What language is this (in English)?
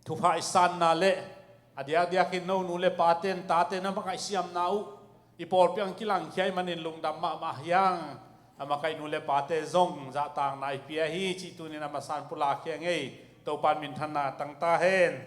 Tedim Chin